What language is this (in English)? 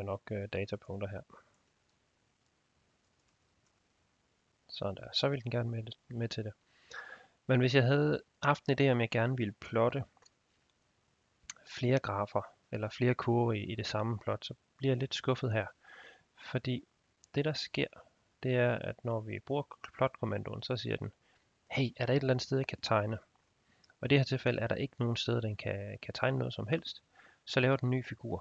Danish